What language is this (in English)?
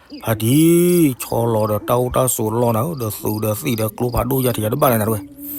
S'gaw Karen